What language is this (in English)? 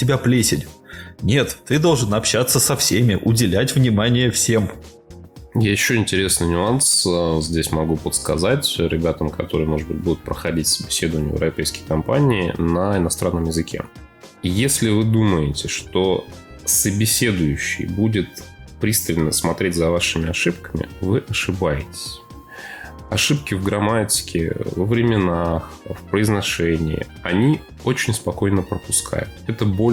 Russian